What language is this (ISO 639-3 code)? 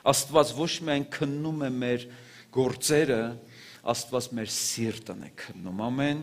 hye